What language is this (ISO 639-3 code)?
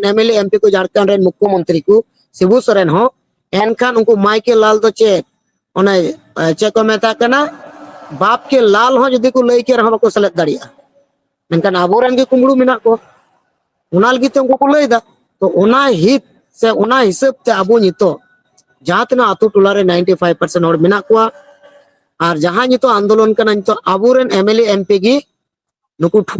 sat